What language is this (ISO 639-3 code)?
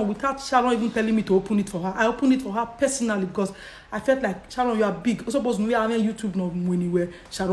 pcm